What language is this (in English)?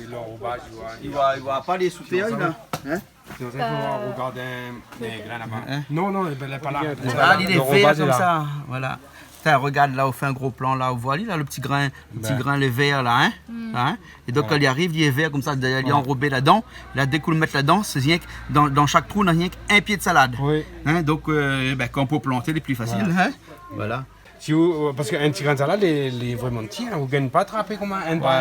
Réunion Creole French